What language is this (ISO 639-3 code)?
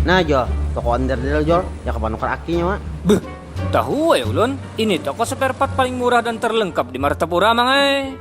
bjn